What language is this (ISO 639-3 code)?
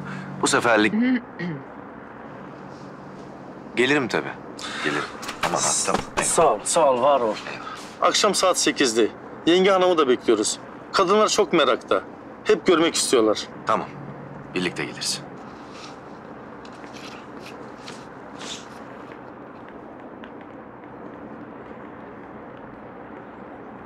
tur